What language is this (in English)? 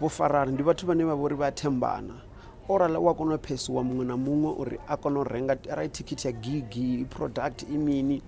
Venda